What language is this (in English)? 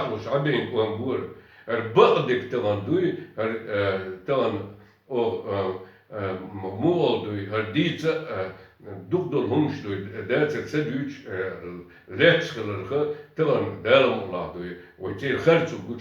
Chechen